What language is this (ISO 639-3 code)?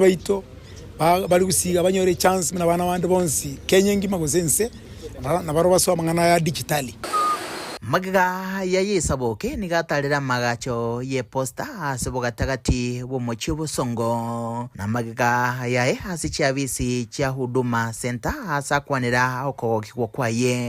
guz